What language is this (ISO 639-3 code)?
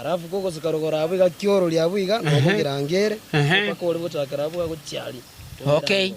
guz